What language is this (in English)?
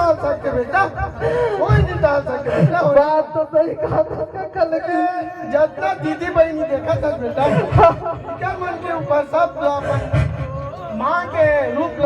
Chhattisgarhi